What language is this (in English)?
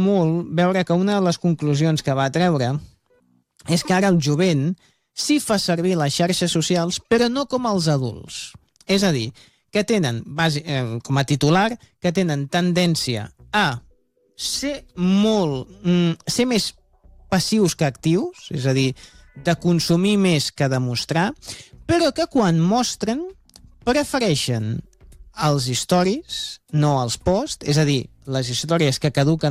Catalan